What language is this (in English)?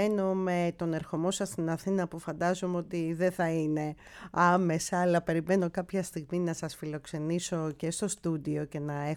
Greek